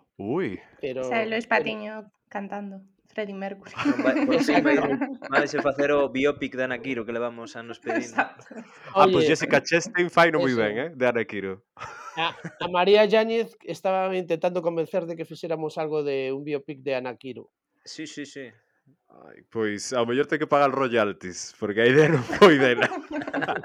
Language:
Galician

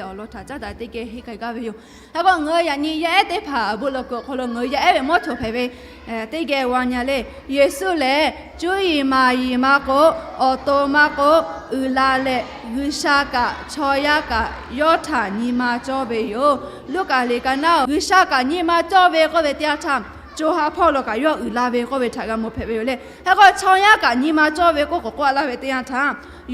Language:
Lahu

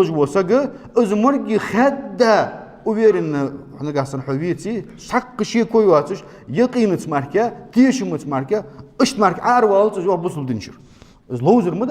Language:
Ingush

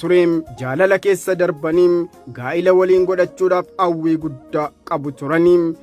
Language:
Oromo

